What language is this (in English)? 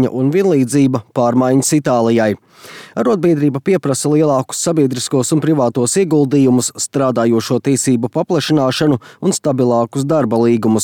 Latvian